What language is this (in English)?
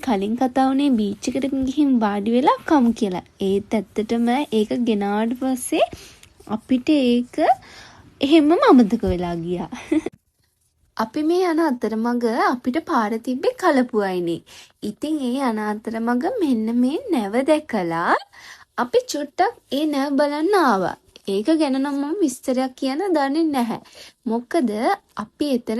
Sinhala